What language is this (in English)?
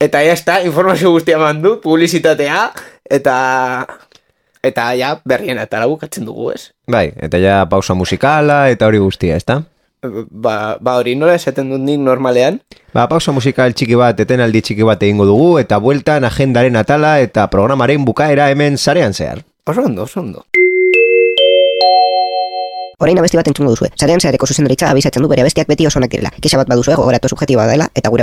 Basque